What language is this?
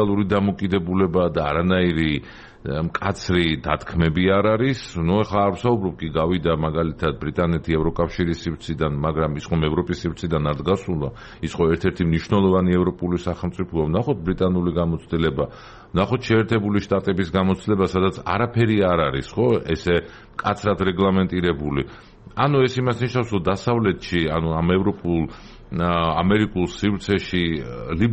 Georgian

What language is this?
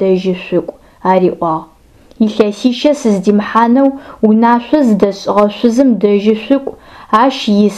Adyghe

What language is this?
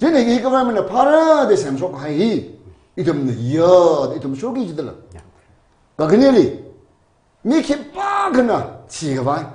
Tangkhul Naga (India)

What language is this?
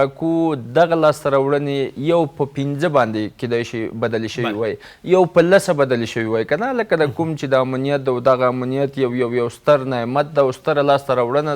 Pashto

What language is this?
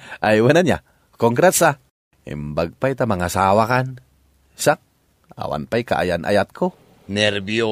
Iloko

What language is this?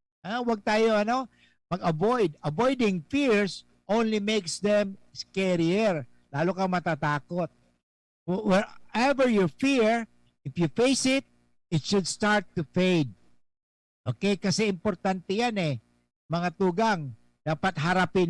Bikol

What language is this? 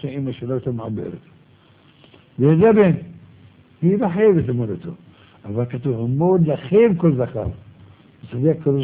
Hebrew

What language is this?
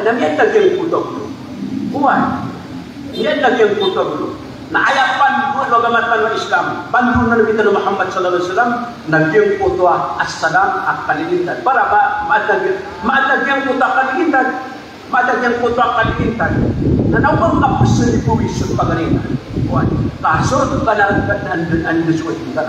Maranao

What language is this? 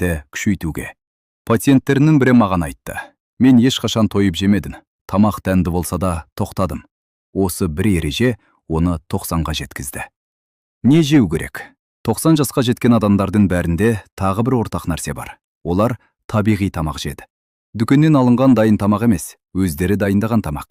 Kazakh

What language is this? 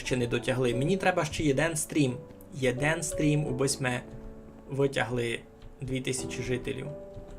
Rusyn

